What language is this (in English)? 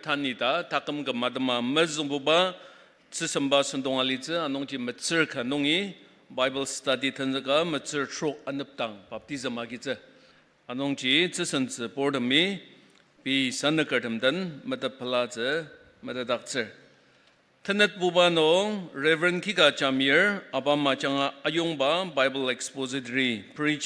Ao Naga